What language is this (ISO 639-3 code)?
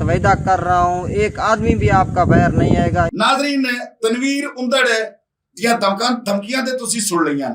lah